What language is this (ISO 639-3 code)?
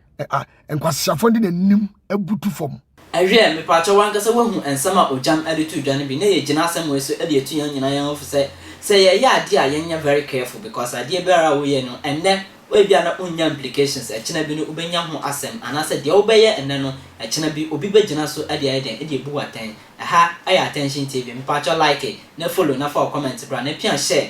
aka